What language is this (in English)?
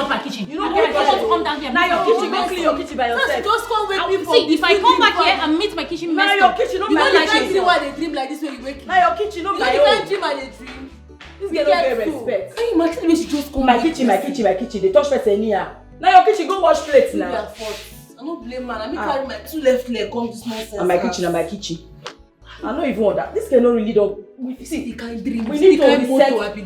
Nigerian Pidgin